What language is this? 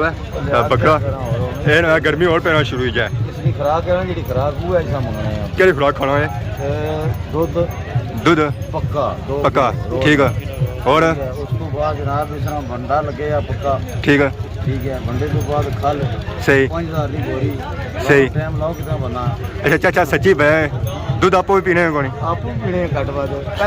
Pahari-Potwari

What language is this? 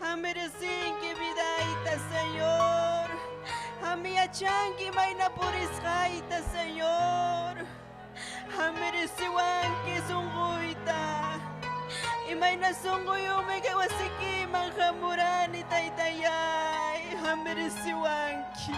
Ayacucho Quechua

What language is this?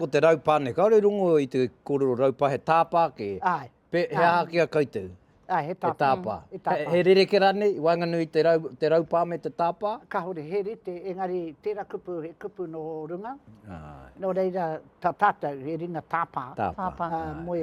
Māori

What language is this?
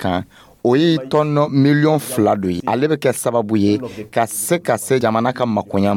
Dyula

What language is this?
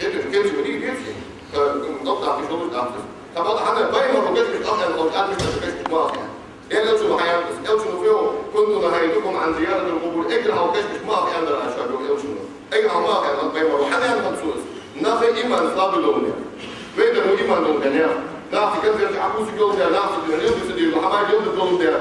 Ingush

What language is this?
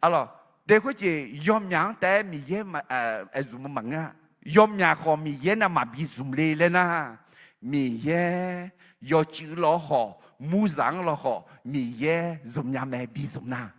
Akha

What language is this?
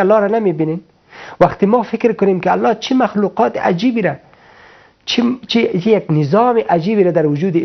Persian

